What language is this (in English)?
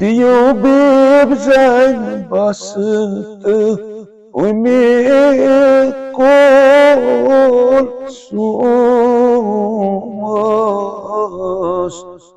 Kashmiri